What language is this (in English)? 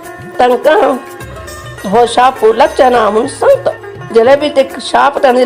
Konkani